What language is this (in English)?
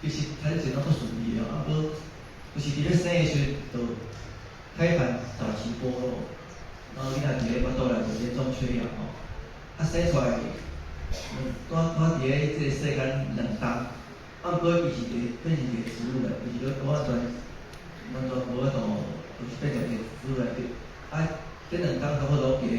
Min Nan Chinese